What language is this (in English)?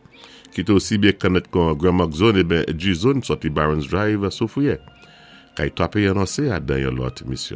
Saint Lucian Creole French